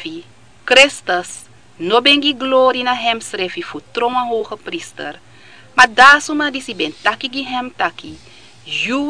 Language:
Sranan Tongo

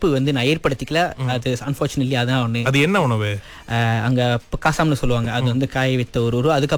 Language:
Tamil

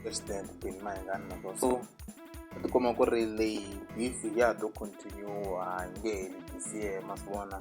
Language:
Tsonga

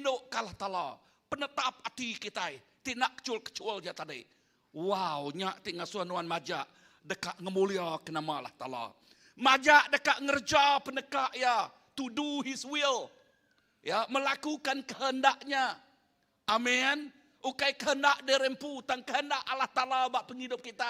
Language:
Iban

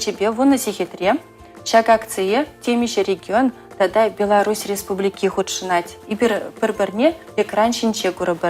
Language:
Chuvash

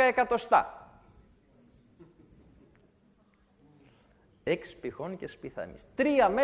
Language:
Greek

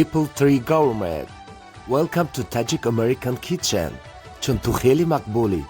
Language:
Tajik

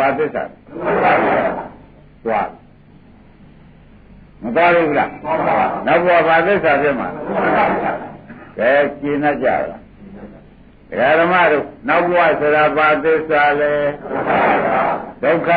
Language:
Burmese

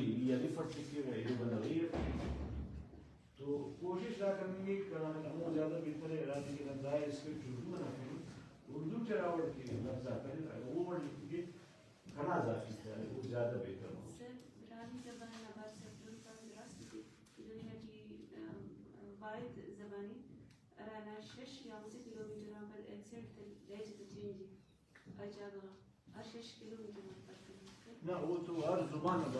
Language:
Brahui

